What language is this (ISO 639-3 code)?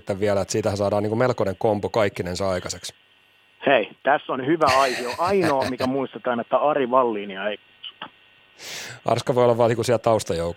fin